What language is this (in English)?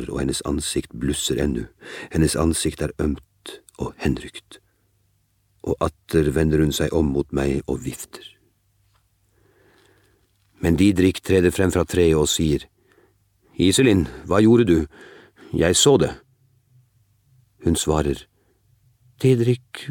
Norwegian